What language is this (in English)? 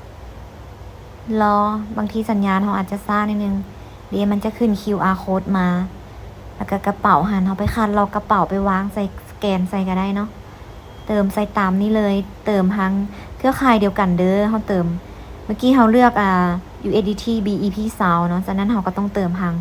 Lao